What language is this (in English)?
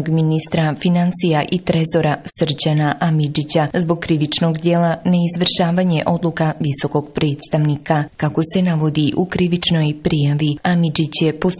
Bosnian